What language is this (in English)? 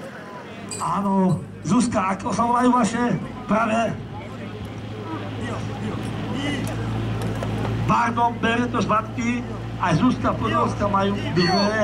Slovak